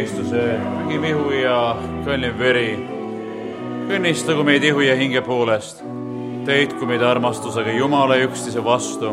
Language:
Estonian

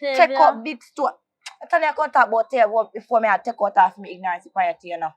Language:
Jamaican Creole English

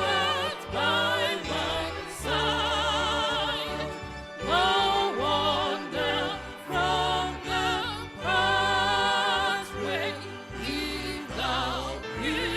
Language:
Ewe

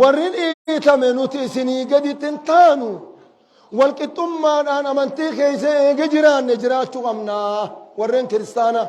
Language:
Oromo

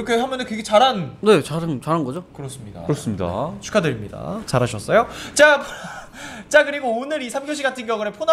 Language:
Korean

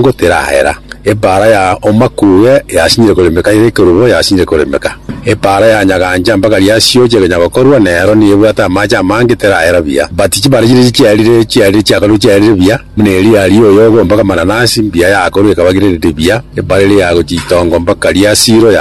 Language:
Gusii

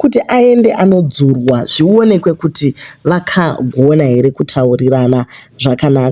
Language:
Shona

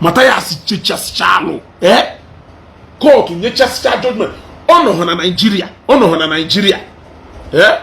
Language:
Igbo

